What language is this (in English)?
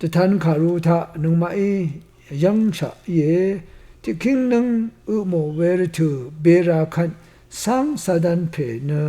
Rawang